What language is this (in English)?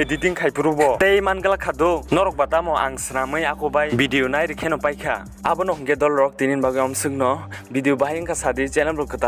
Kok Borok